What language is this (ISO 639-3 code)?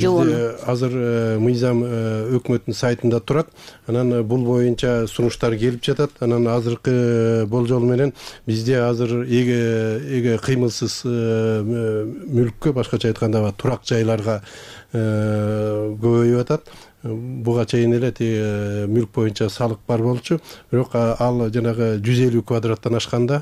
kir